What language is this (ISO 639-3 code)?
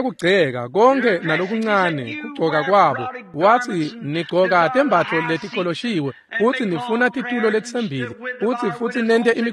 ssw